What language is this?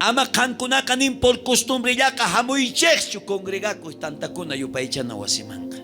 South Bolivian Quechua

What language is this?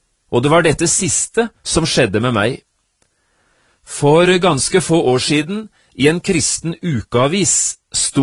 Norwegian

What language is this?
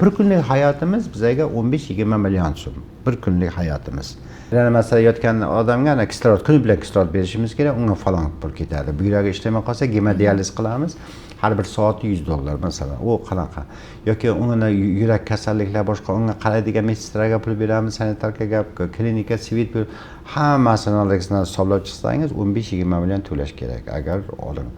Uzbek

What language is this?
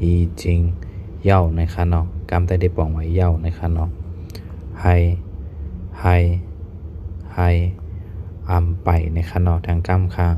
Shan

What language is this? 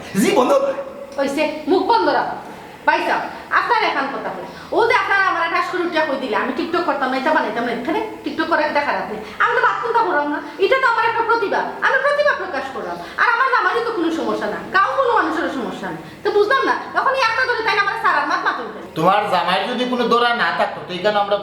Sylheti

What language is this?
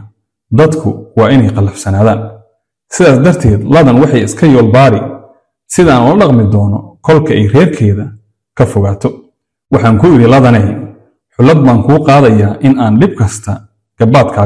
Somali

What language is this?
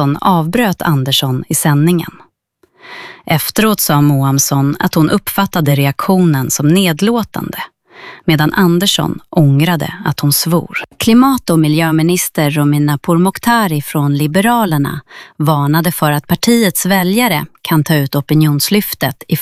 Swedish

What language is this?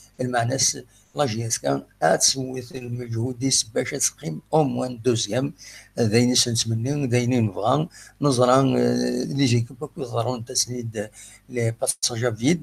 Kabyle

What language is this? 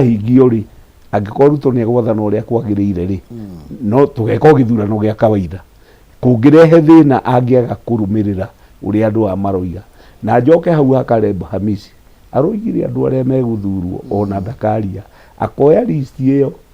Kikuyu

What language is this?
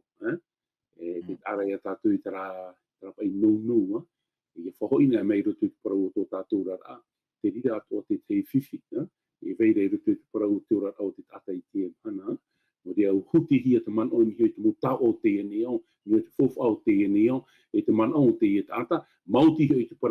Tahitian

